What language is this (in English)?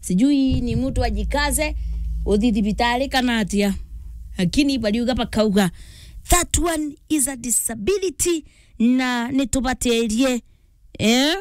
Meru